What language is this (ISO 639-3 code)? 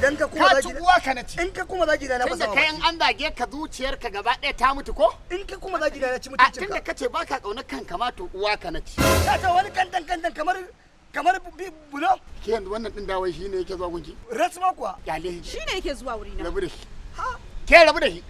hau